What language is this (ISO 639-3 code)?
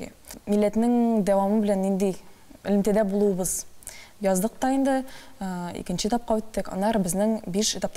tat